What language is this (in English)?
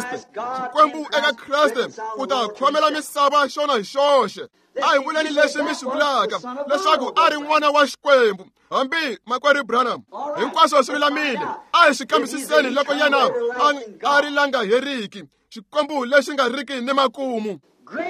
Tsonga